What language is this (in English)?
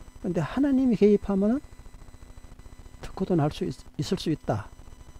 Korean